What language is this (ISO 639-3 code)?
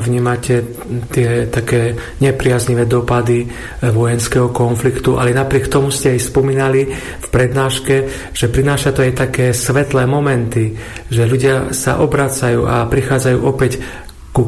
slk